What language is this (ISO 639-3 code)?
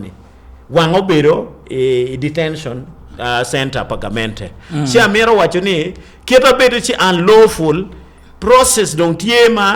ach